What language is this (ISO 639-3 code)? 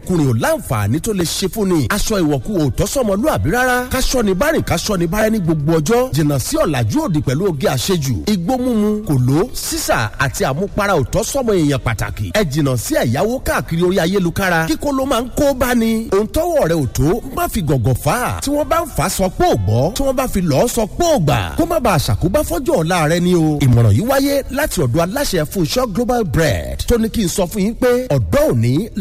yor